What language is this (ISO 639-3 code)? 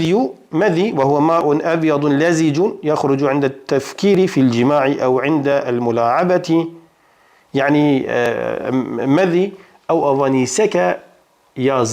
kur